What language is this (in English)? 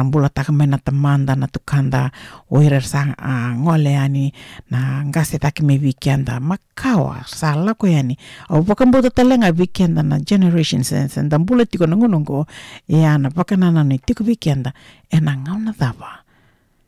Fijian